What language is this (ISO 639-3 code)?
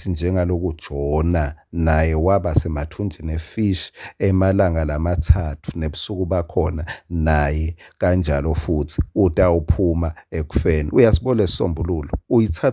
ssw